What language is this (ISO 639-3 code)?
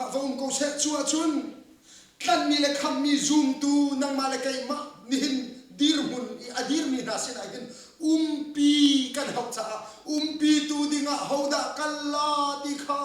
cnh